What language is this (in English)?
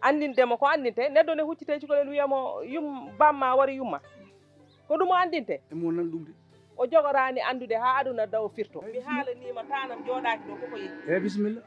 Fula